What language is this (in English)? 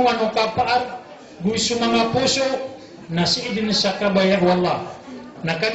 Maranao